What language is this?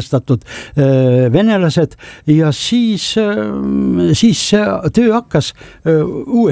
Estonian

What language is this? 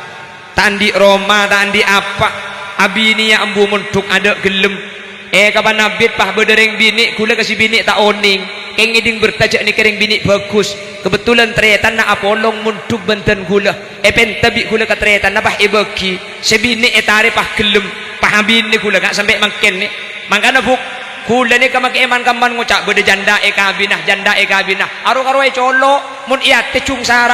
Madurese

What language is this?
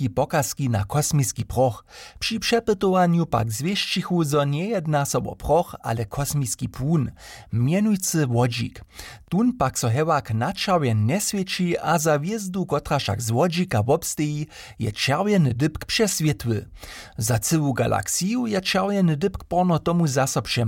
Upper Sorbian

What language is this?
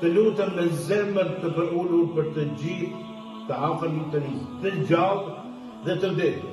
Albanian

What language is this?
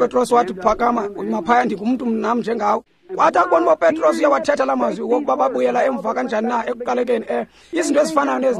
Xhosa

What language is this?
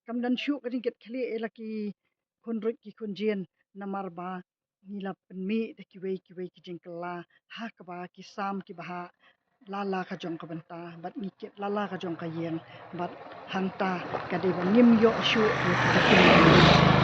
Khasi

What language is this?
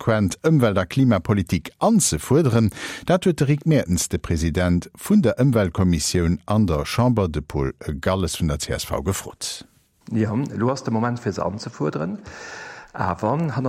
Luxembourgish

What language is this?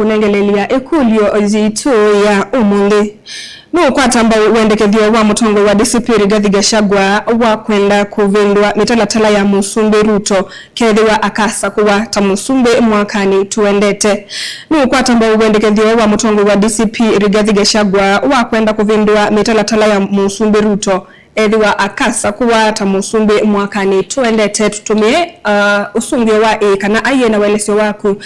Kamba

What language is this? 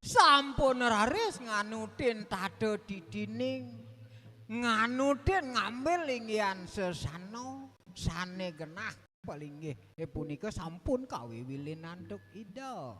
Balinese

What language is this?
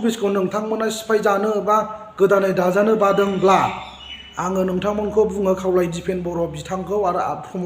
Bodo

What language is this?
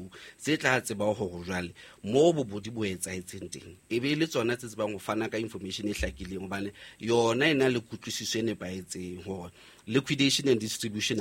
Southern Sotho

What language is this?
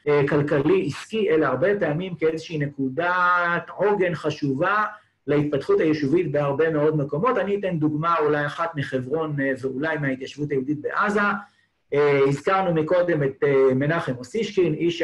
Hebrew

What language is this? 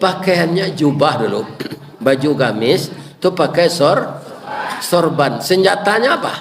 Minangkabau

